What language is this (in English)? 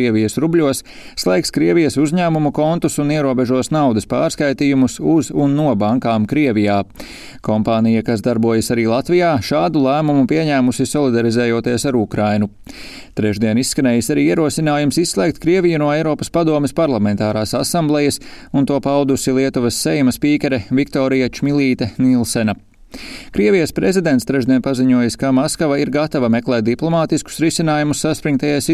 Latvian